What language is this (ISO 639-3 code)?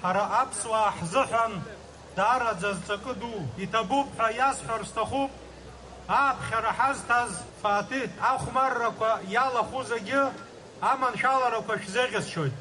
abk